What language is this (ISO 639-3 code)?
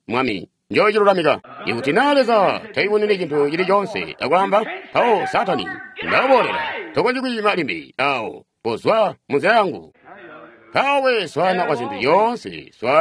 toi